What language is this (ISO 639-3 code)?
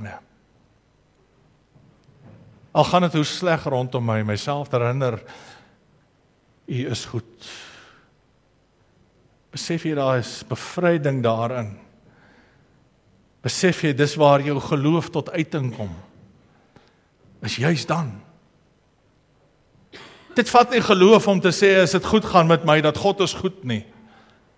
afr